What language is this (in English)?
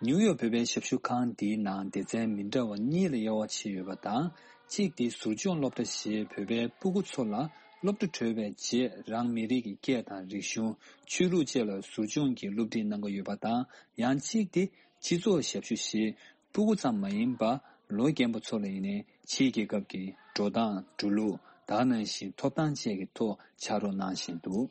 Tibetan